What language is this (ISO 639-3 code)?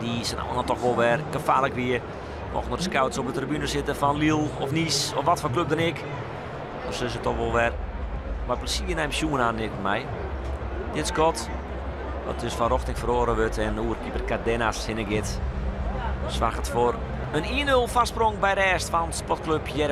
fry